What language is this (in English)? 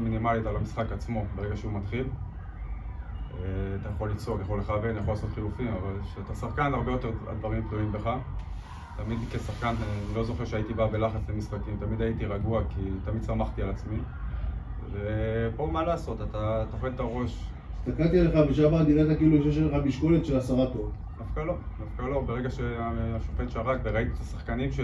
Hebrew